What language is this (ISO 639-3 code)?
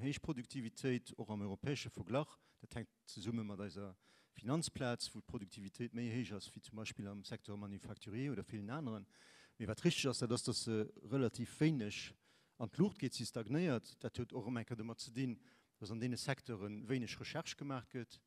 ltz